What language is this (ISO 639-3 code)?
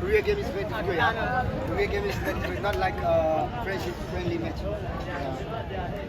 cnh